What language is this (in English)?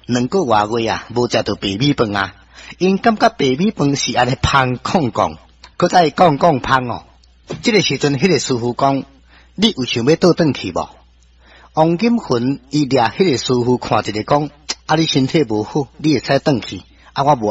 Min Nan Chinese